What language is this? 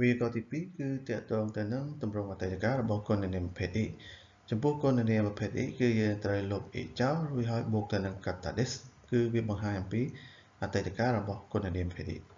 Khmer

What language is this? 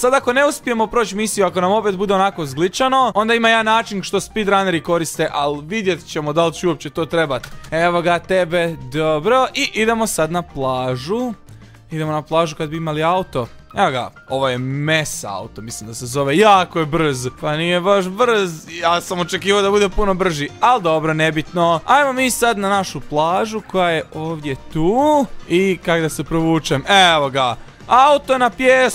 Croatian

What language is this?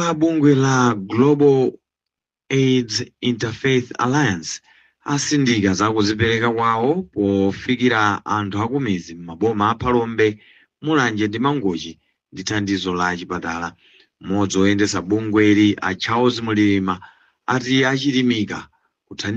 Nyanja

